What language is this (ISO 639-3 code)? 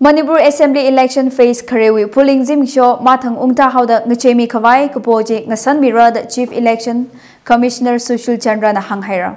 nmf